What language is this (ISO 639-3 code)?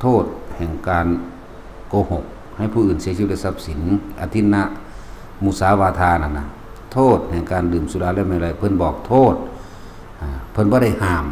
tts